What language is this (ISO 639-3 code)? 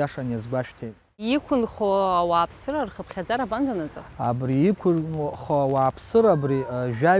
abk